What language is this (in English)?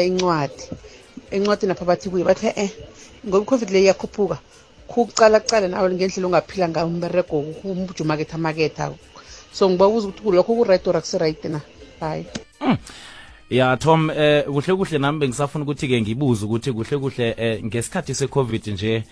South Ndebele